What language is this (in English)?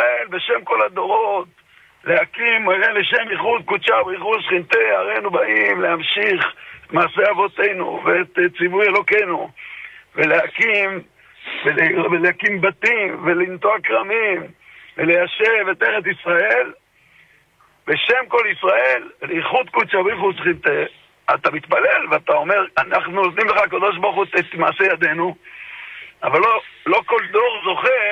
Hebrew